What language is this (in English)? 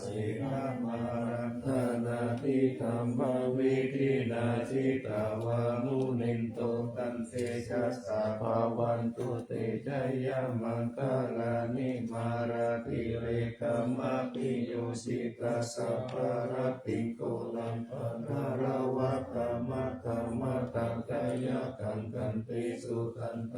Pali